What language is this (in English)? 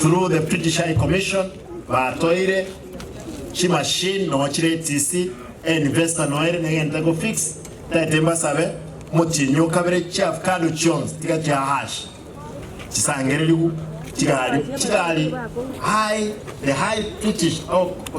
Gusii